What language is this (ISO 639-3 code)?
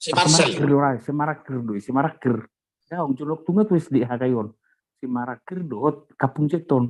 bbc